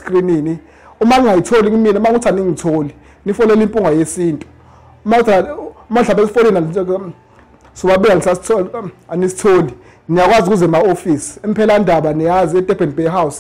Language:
Zulu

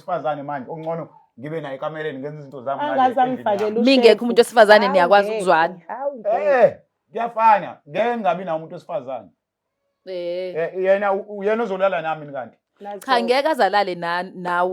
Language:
Zulu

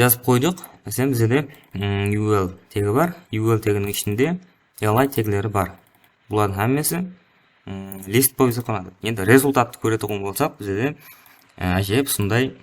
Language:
Kara-Kalpak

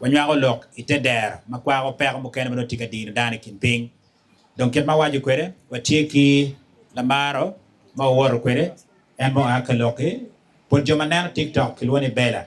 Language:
Acoli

